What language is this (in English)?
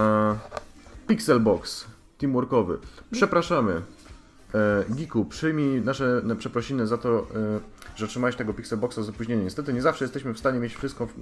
Polish